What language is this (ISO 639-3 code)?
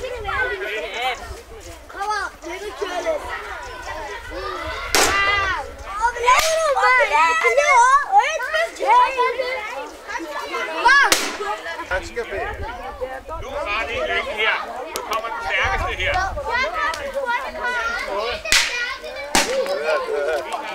dan